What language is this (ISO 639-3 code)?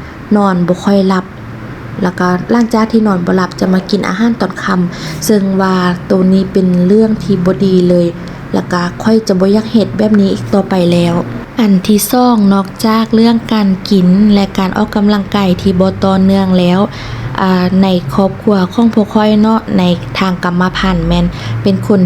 lao